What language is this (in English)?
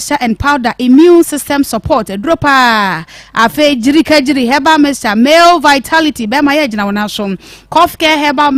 Akan